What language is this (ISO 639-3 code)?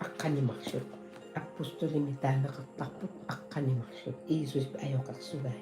kal